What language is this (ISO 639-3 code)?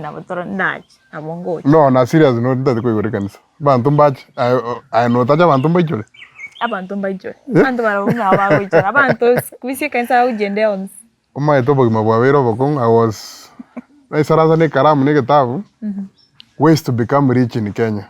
guz